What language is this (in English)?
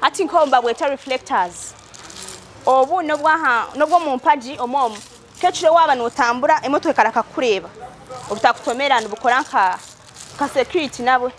Nyankole